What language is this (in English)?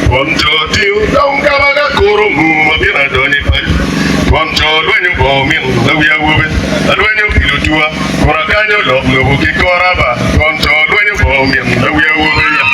Acoli